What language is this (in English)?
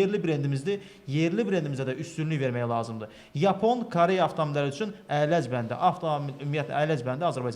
Azerbaijani